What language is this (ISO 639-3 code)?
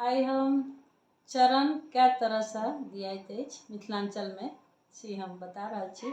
mai